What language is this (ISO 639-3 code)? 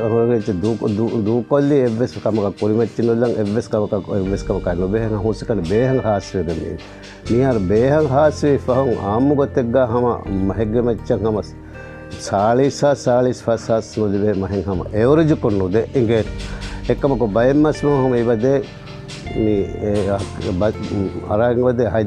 div